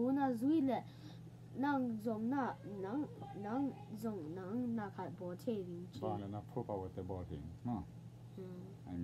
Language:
Tedim Chin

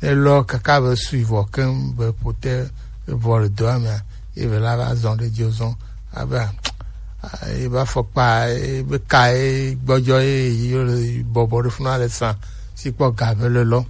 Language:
Gen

